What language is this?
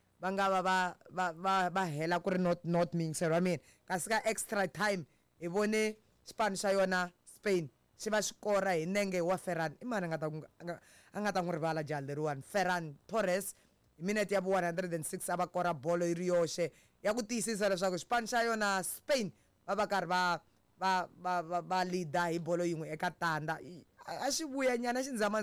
Tsonga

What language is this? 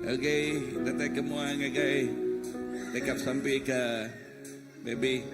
Iban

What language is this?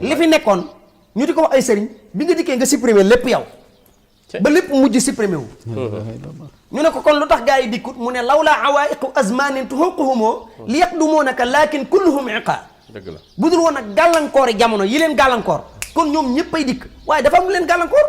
Wolof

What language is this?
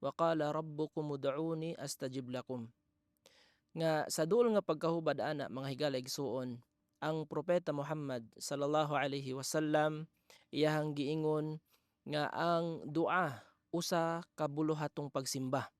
Cebuano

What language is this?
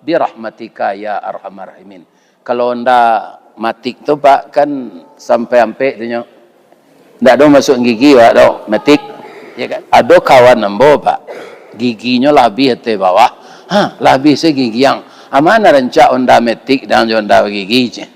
Minangkabau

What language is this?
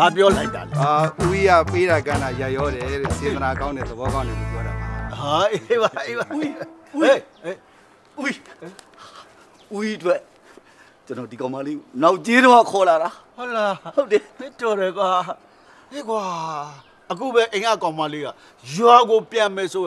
Burmese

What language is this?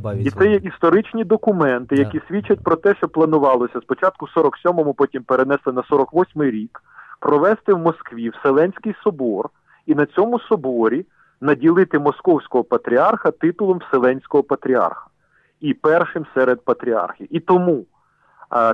Ukrainian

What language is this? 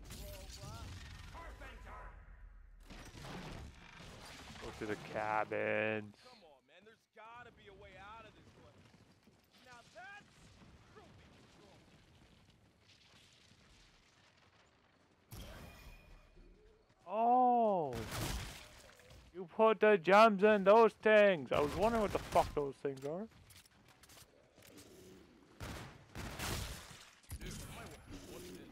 English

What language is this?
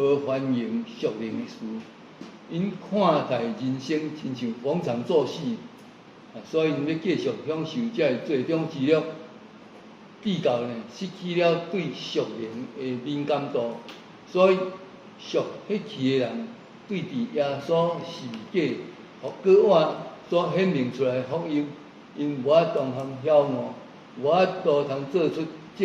Min Nan Chinese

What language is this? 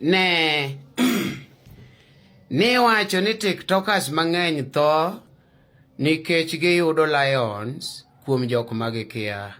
Luo (Kenya and Tanzania)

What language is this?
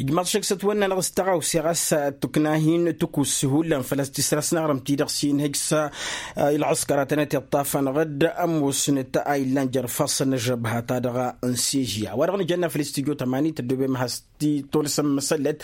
Tamasheq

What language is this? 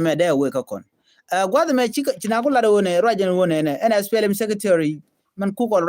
Nuer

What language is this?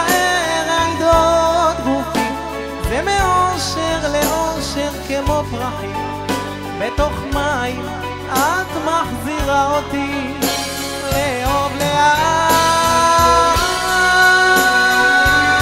Hebrew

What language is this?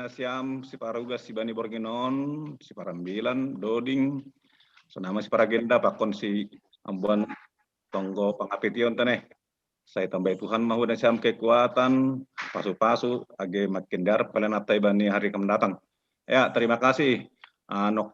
Batak Simalungun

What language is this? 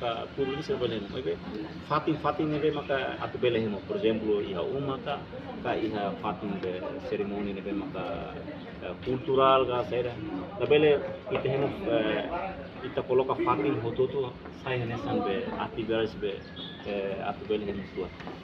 Tetum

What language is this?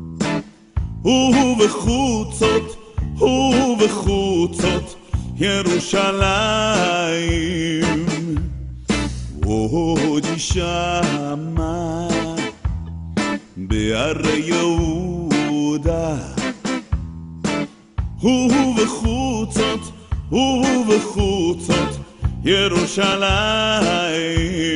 Hebrew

